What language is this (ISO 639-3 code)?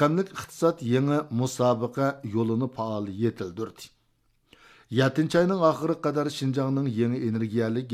uig